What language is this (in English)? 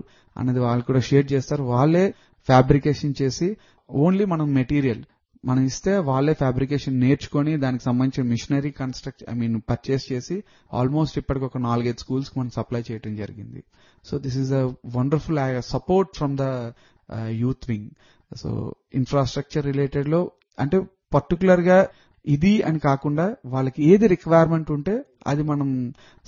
Telugu